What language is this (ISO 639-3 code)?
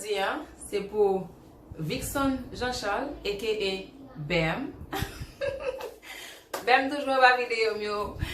hat